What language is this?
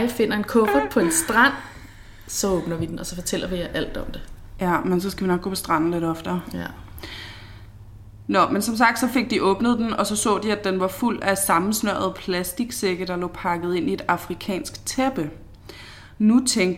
Danish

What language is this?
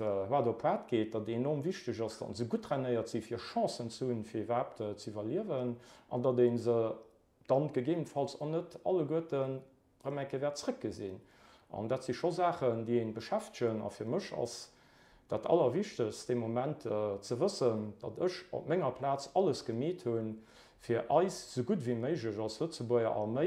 Luxembourgish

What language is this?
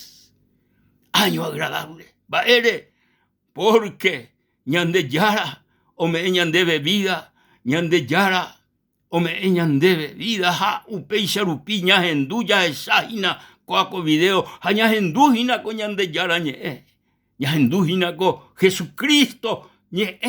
Guarani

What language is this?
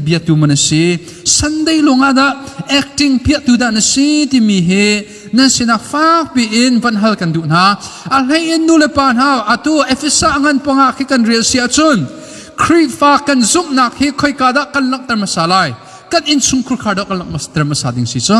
Hakha Chin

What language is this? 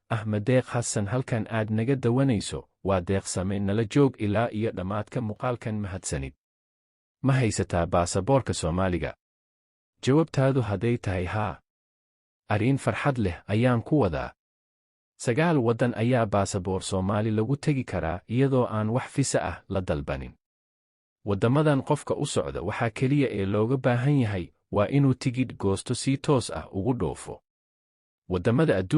Somali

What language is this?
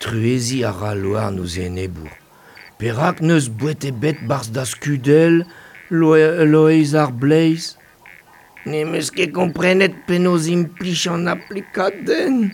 Breton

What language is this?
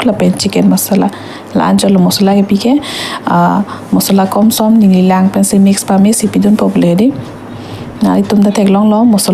Karbi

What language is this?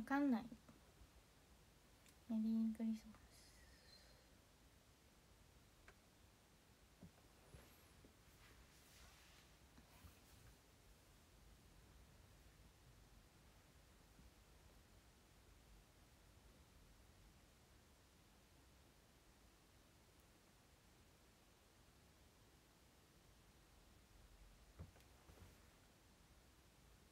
Japanese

